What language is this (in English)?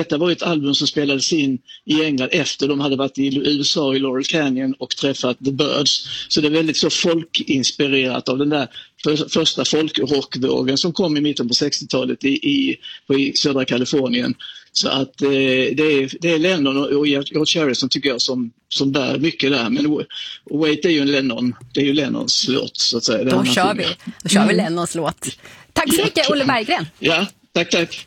Swedish